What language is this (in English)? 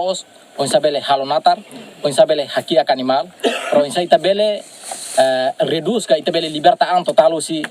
Tetum